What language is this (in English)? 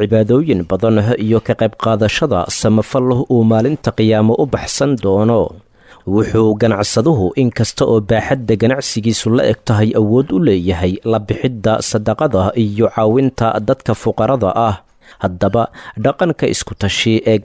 Somali